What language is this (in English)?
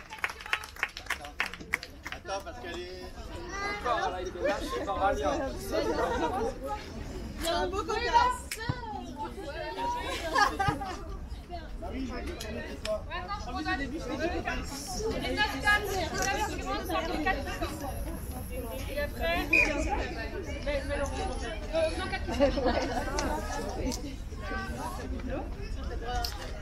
French